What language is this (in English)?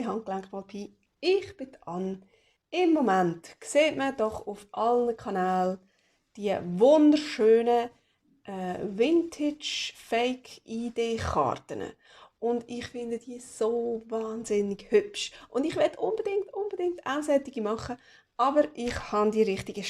Swiss German